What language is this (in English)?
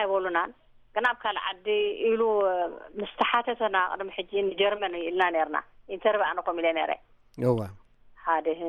Tigrinya